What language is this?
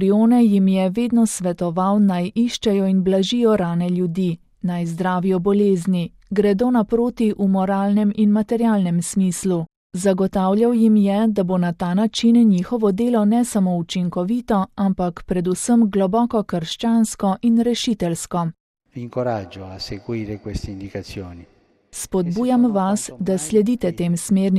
Slovenian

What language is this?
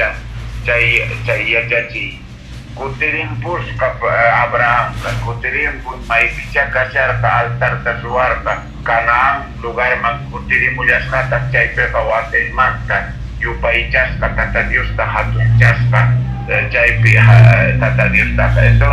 Quechua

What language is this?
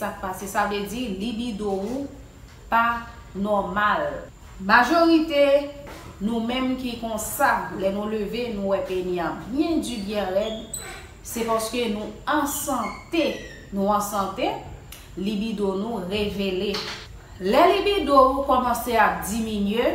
Haitian Creole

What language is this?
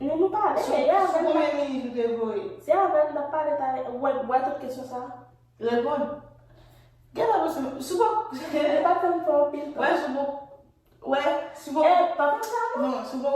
Haitian Creole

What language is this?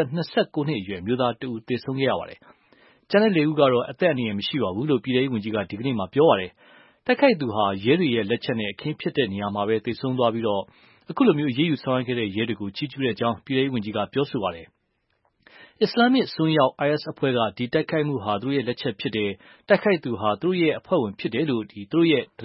Burmese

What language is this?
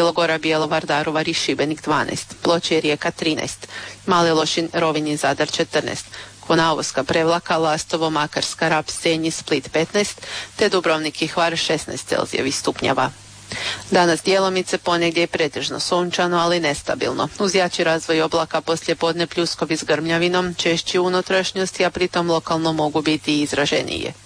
Croatian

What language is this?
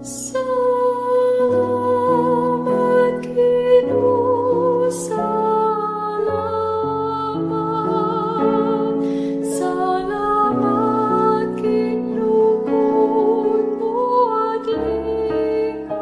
Pampanga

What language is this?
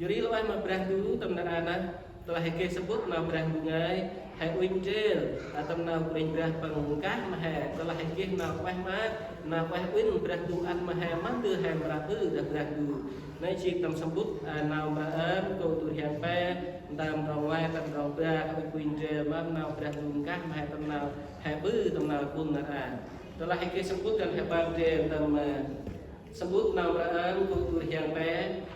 Central Mnong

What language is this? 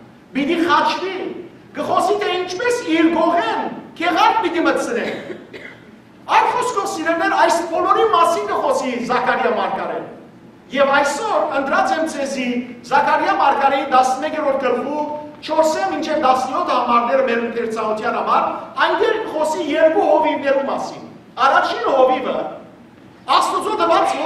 Western Armenian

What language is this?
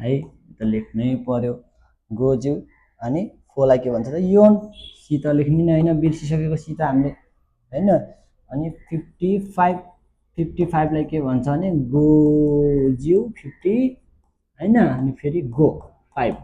Nepali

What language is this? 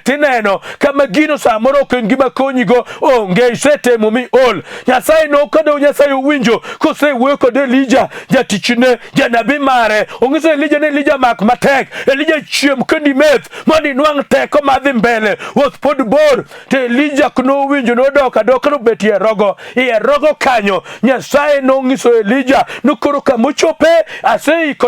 Luo (Kenya and Tanzania)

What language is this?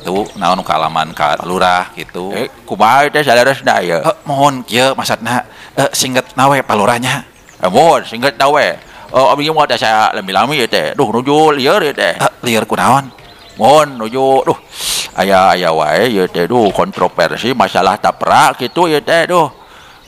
Sundanese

